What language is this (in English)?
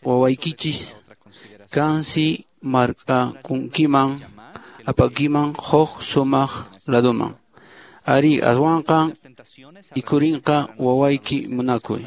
Quechua